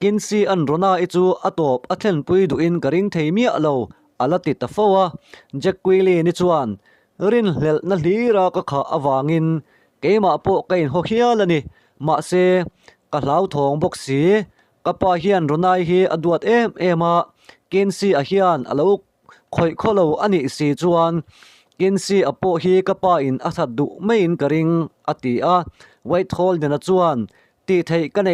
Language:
Mizo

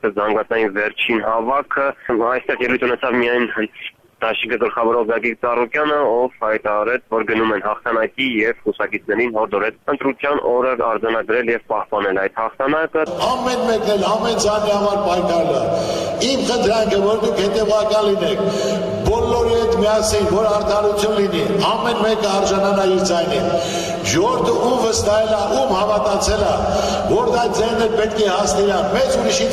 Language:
Armenian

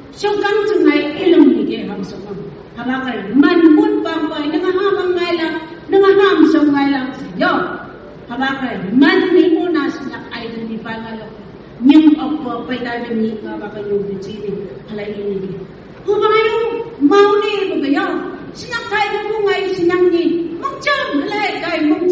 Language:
Phom Naga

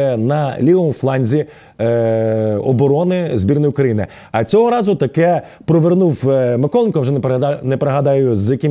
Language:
Ukrainian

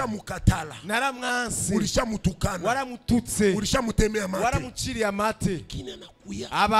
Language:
Rundi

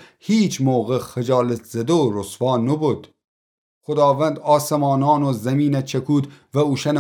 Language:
Gilaki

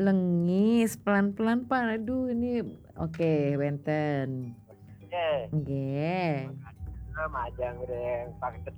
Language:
Balinese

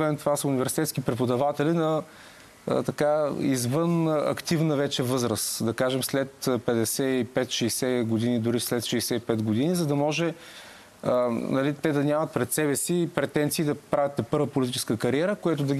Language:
Bulgarian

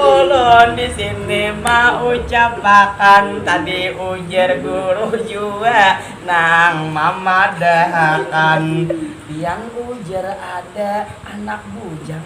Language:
Banjar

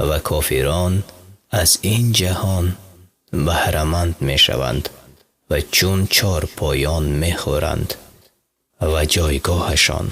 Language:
Persian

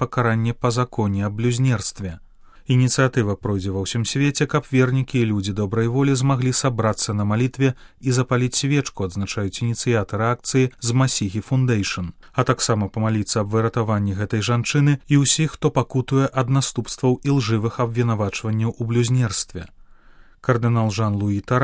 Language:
Belarusian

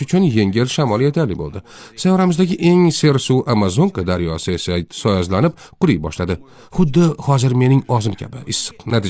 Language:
Uzbek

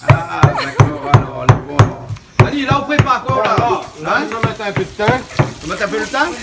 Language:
Réunion Creole French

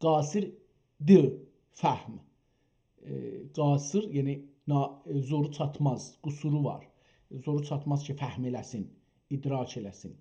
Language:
South Azerbaijani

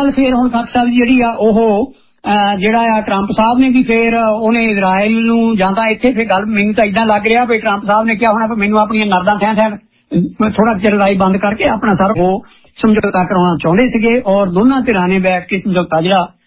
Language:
Punjabi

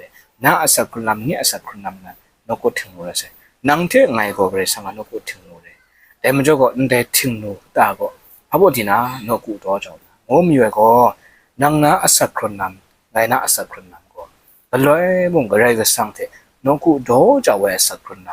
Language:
Kachin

